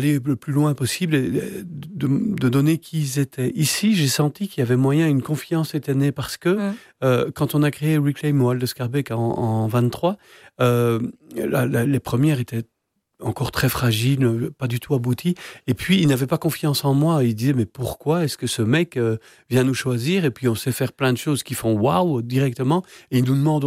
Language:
French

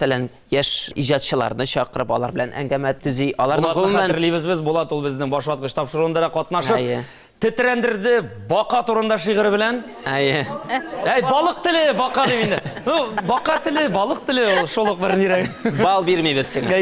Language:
Tatar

